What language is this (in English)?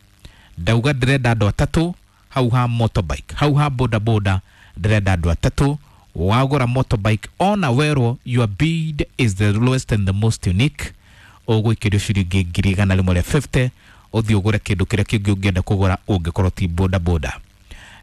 Kikuyu